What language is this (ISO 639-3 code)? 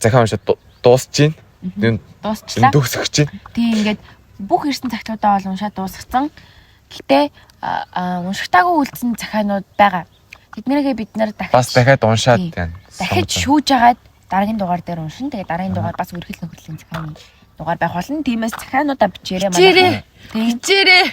mon